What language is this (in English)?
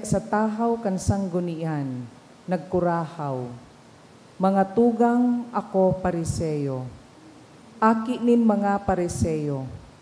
Bikol